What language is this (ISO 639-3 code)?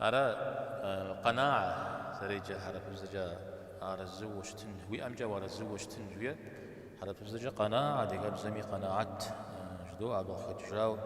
kbd